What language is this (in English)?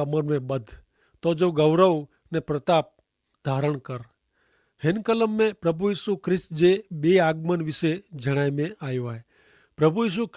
Kachhi